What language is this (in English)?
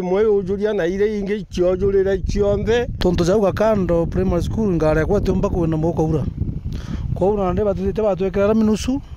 Meru